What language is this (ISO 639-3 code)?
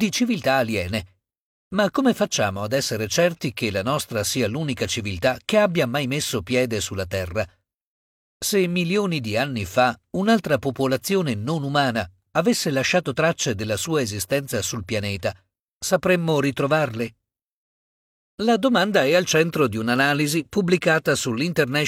ita